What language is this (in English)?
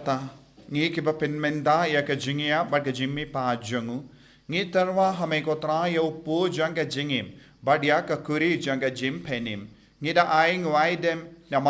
Khasi